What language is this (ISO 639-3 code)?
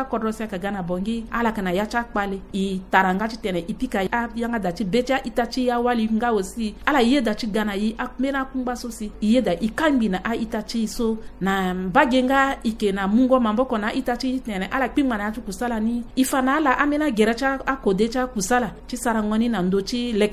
sag